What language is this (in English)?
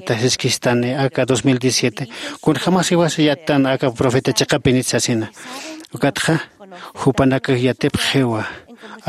Aymara